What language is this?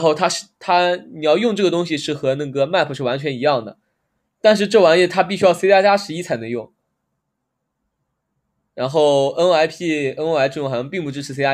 Chinese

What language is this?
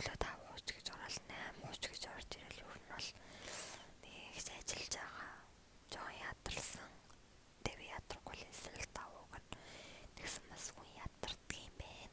Mongolian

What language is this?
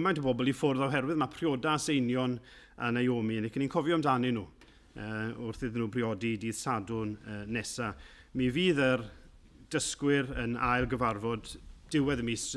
Welsh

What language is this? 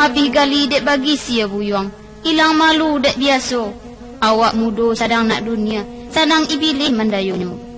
Minangkabau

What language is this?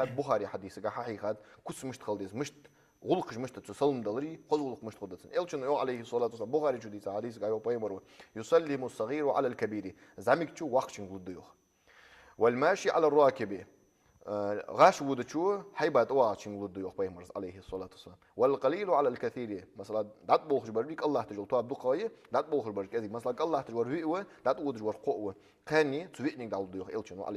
Ingush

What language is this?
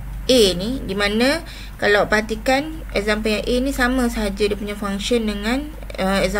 Malay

